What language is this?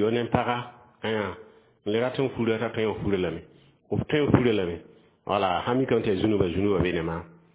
Mossi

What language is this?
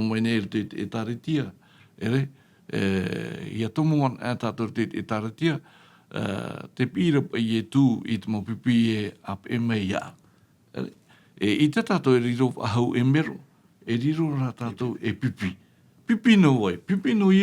Tahitian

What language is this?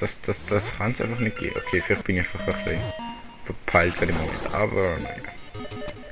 Swiss German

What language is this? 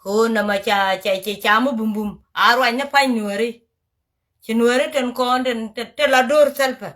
Nuer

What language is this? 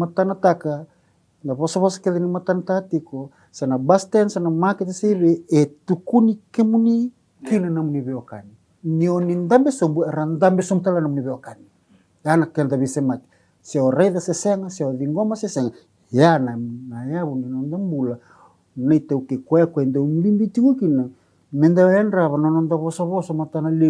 Fijian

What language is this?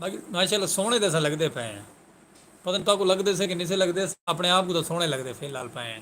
Saraiki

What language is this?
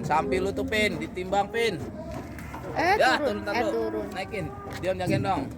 Betawi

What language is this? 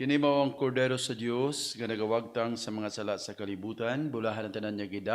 Cebuano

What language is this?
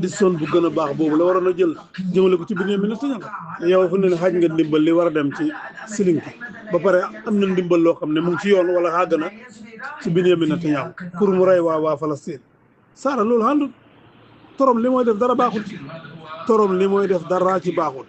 Wolof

